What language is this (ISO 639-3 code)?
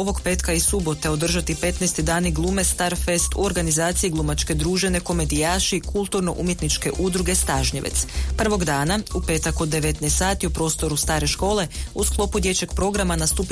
hrv